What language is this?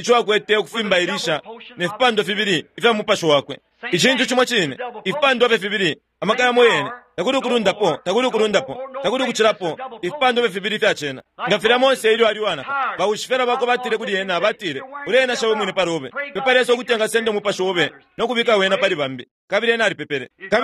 Bemba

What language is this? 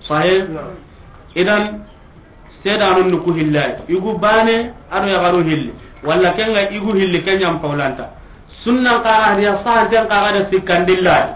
Soninke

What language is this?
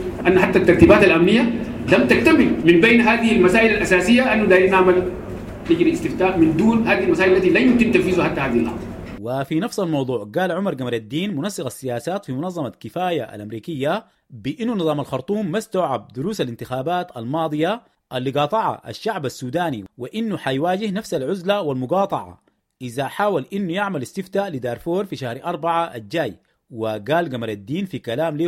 Sudanese Arabic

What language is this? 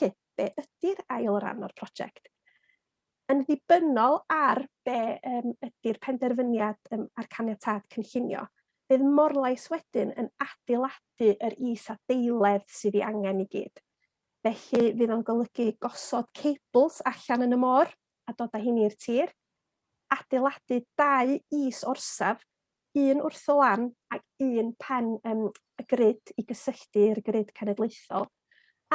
Welsh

